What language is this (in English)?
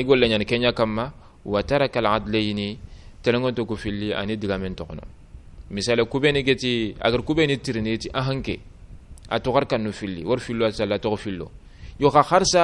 Soninke